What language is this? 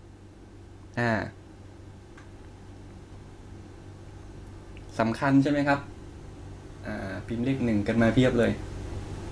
Thai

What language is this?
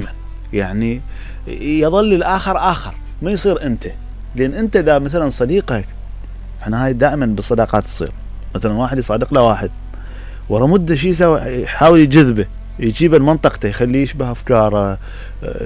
Mesopotamian Arabic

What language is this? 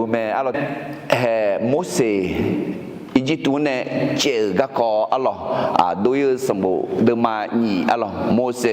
Akha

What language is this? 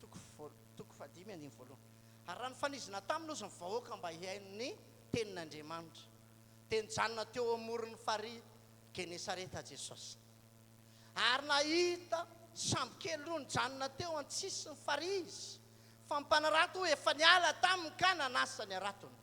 Malagasy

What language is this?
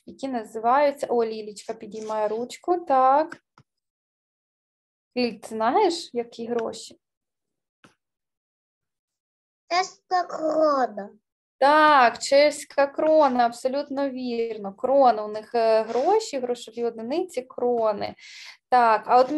Ukrainian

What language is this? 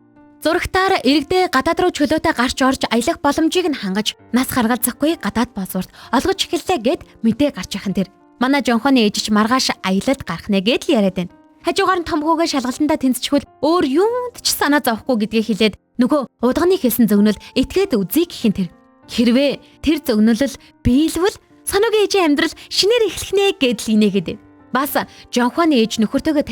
Mongolian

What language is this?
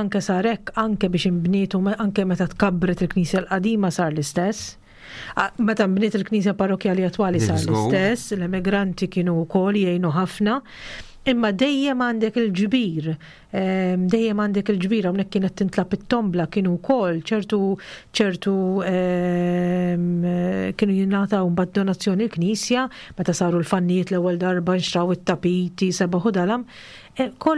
Maltese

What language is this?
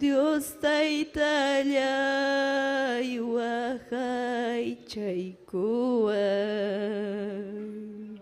Ayacucho Quechua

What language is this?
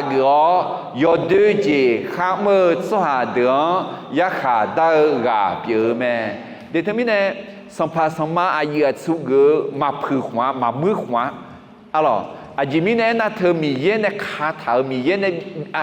Akha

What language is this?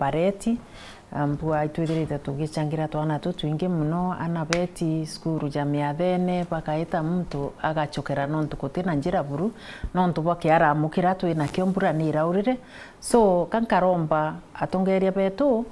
Meru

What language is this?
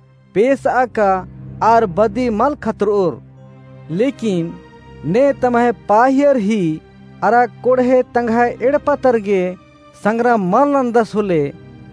Kurukh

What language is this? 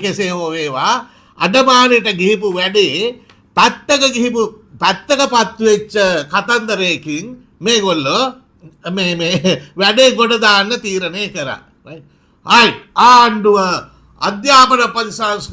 Sinhala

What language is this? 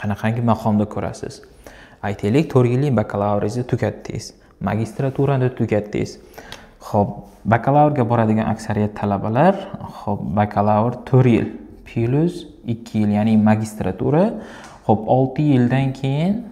Uzbek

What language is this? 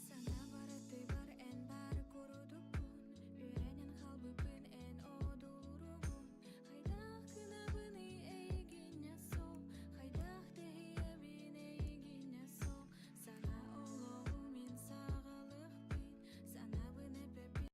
Yakut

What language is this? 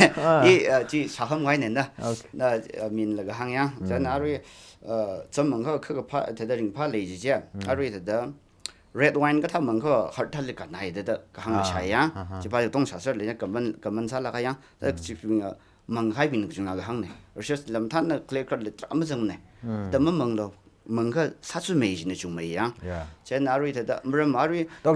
Tangkhul Naga (India)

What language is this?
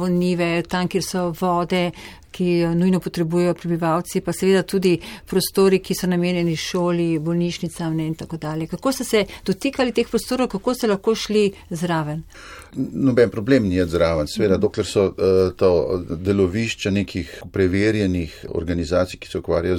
Slovenian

